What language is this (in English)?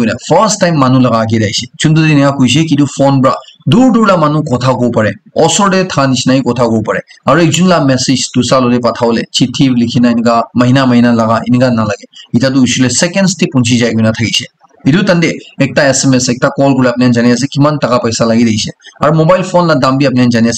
Naga Pidgin